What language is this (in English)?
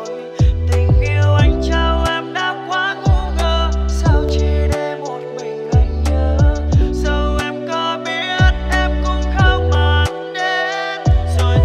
Vietnamese